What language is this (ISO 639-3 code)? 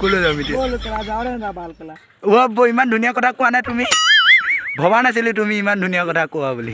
asm